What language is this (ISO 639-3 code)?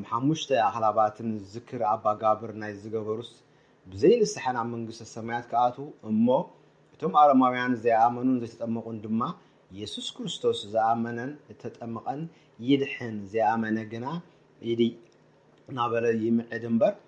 tir